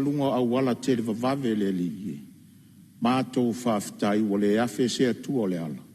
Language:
Samoan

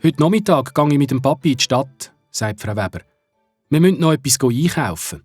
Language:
Swiss German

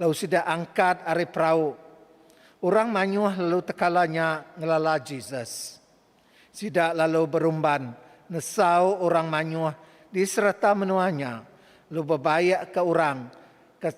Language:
Iban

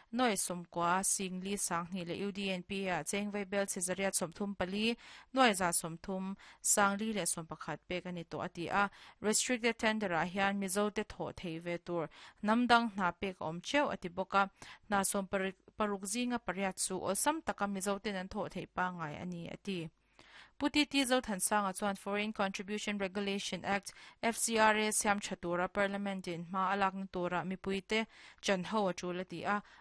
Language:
Mizo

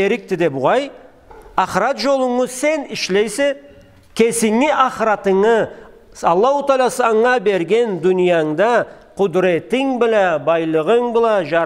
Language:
Karachay-Balkar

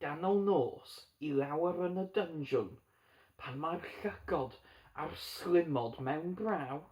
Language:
Welsh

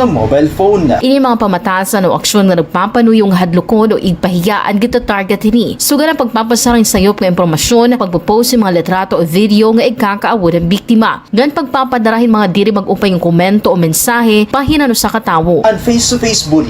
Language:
Waray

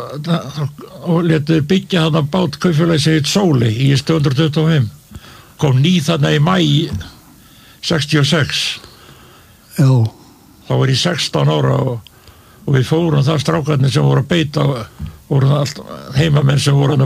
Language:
Icelandic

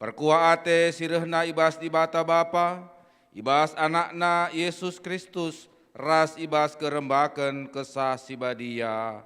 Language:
Batak Karo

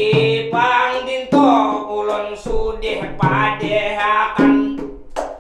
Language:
Banjar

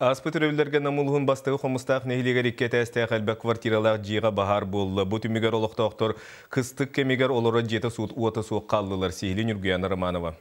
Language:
Yakut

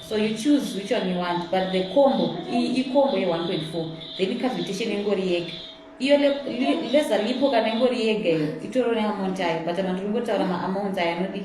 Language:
Shona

